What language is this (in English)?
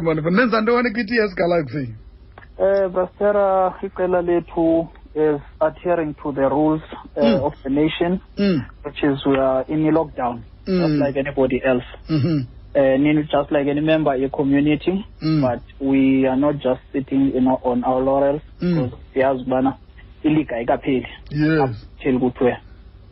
Xhosa